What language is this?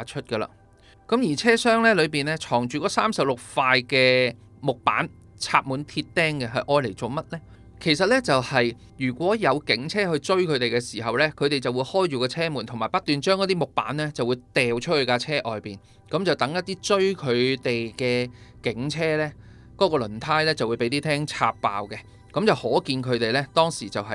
Cantonese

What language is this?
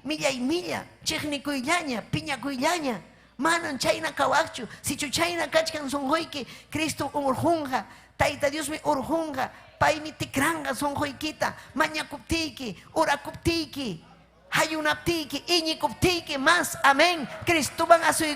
Ayacucho Quechua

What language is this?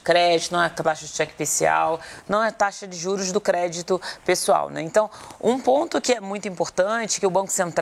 Portuguese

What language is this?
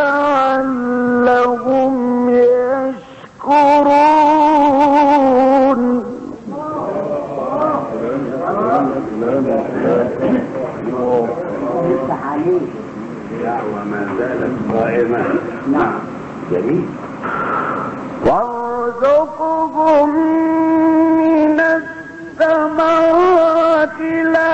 Arabic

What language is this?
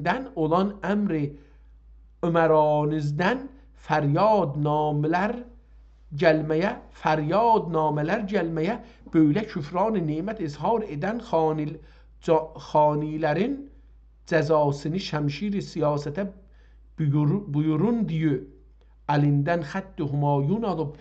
South Azerbaijani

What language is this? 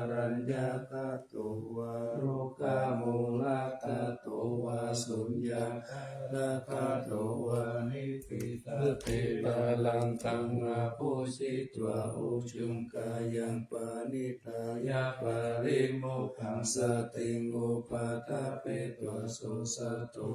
Pali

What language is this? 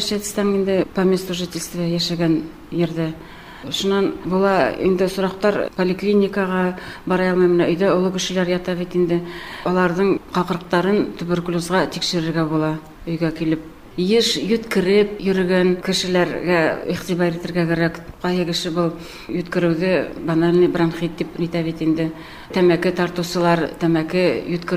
Bashkir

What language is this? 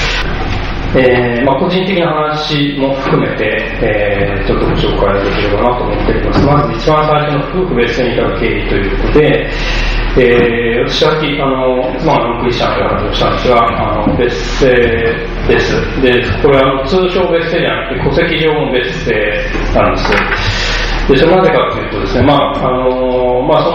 Japanese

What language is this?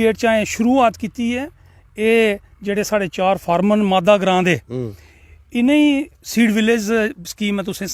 Dogri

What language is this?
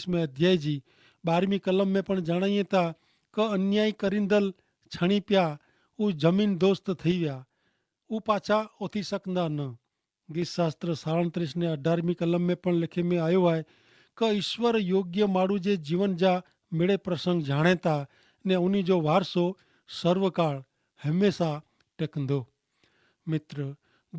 Kachhi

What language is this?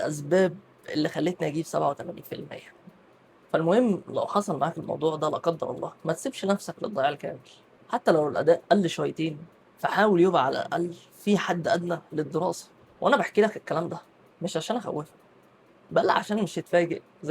Egyptian Arabic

